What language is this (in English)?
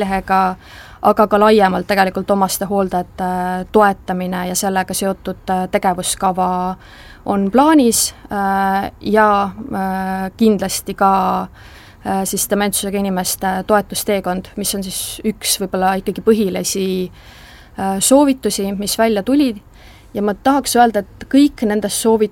Estonian